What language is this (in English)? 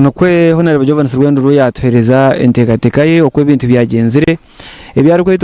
Nyankole